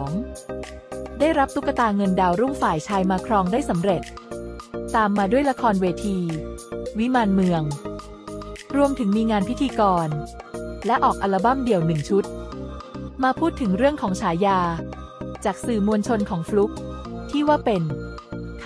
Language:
Thai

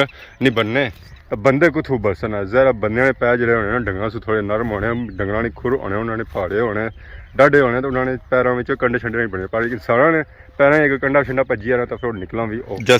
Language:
Pahari-Potwari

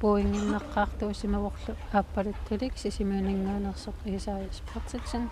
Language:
Kalaallisut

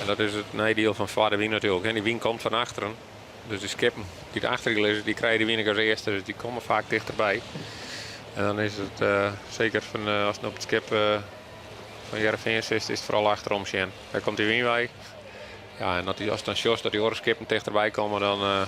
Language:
Western Frisian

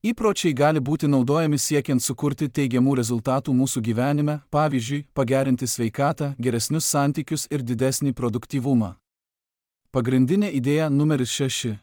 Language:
Lithuanian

